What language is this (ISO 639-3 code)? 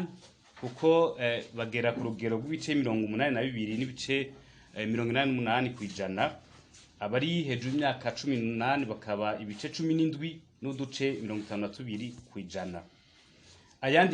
run